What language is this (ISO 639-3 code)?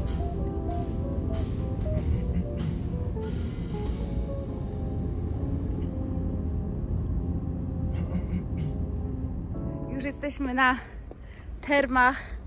pol